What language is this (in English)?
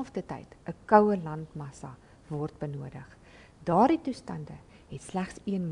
Afrikaans